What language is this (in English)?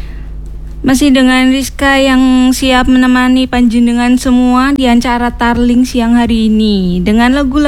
Indonesian